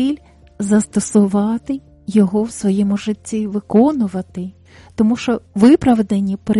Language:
Ukrainian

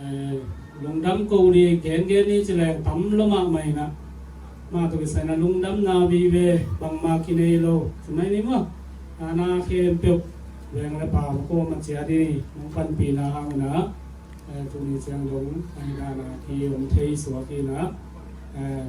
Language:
Tedim Chin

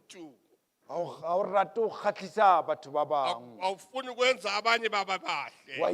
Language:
Southern Sotho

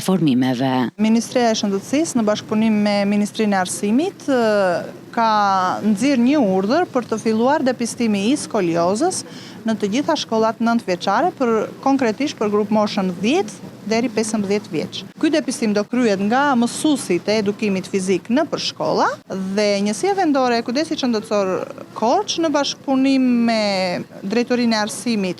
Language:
Albanian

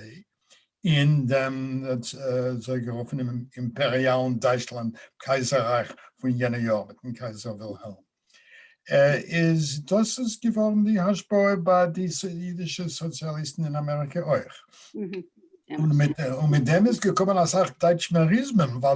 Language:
Yiddish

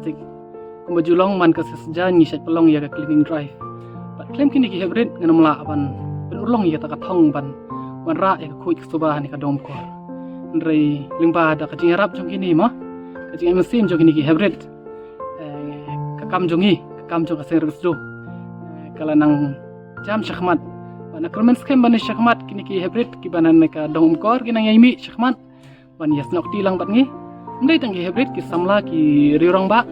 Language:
Khasi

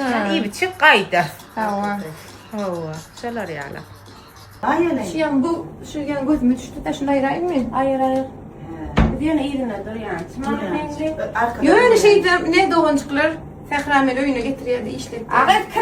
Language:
Turkmen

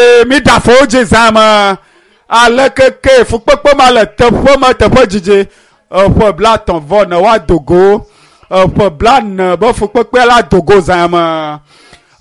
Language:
Ewe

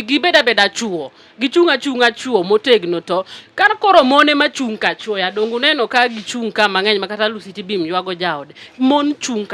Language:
Luo (Kenya and Tanzania)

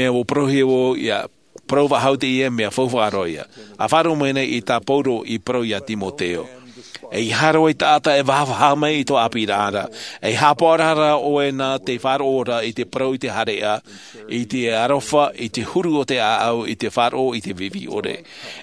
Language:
Tahitian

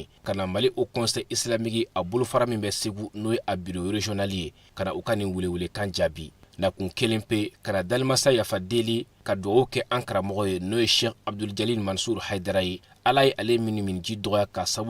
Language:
Bambara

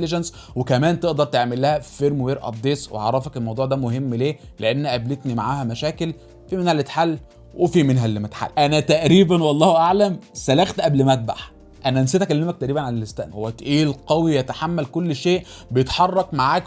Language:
Egyptian Arabic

